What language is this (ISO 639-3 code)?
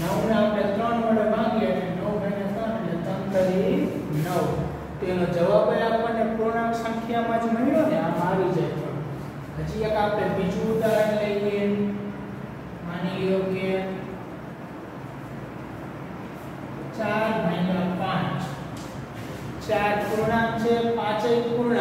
guj